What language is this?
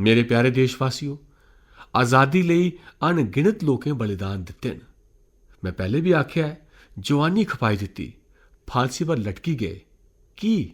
Dogri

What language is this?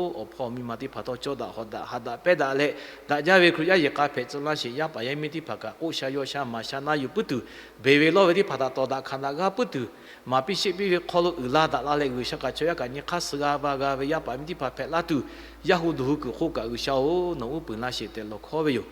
Lahu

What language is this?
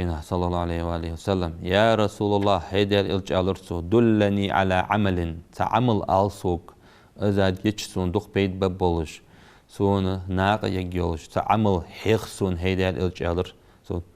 Ingush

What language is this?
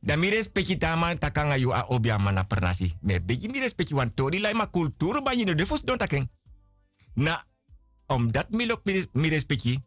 Sranan Tongo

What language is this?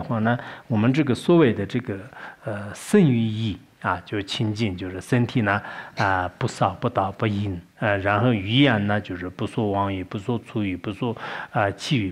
Chinese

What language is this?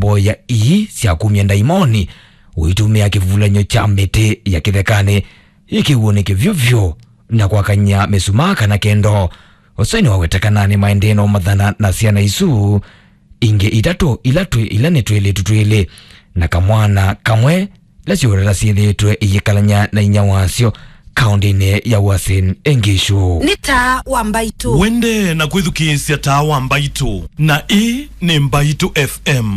Kamba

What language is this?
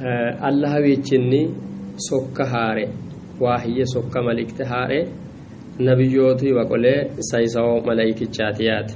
Sidamo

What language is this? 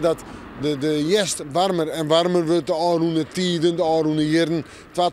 Western Frisian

